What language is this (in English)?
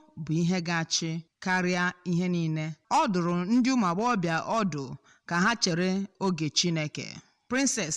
Igbo